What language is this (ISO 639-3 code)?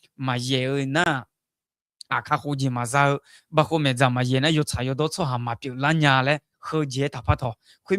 ahk